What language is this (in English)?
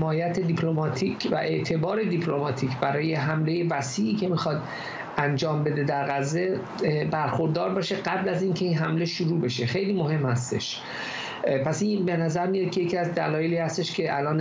Persian